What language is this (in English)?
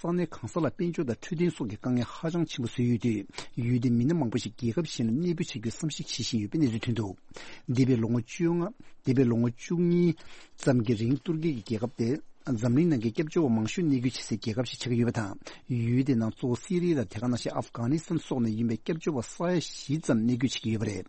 Tibetan